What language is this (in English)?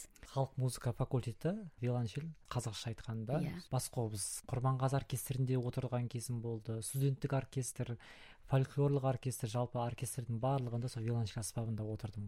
Kazakh